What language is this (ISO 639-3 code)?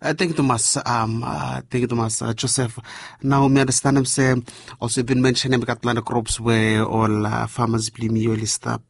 bis